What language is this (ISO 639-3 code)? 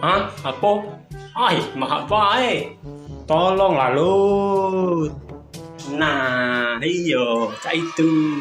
mui